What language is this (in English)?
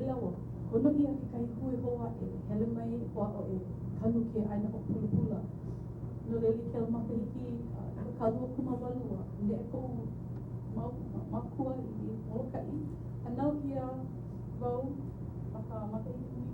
Hawaiian